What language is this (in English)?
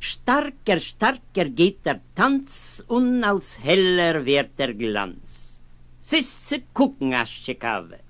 Yiddish